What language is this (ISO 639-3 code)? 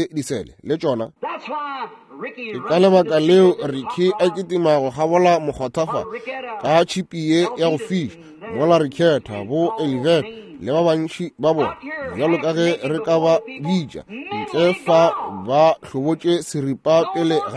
nso